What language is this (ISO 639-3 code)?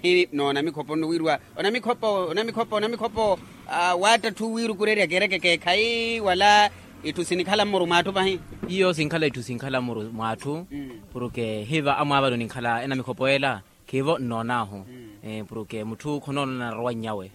vmw